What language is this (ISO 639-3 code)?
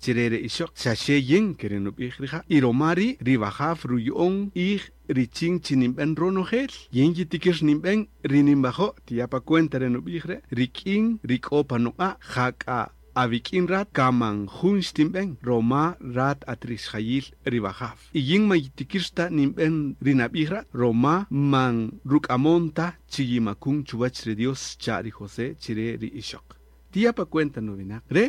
cak